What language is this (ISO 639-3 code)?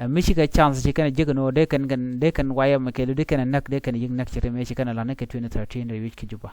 nus